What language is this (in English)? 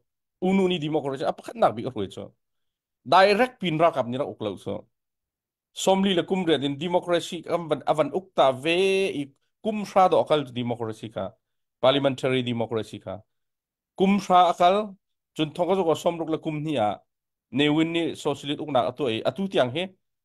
Hakha Chin